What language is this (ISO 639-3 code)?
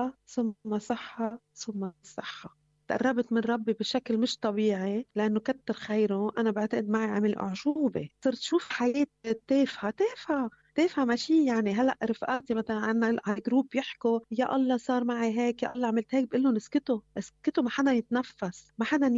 apc